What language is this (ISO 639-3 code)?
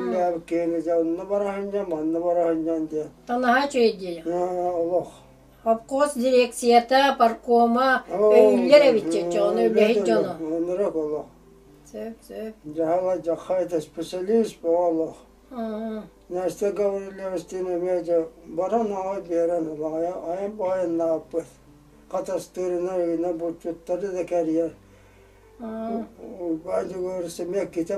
sah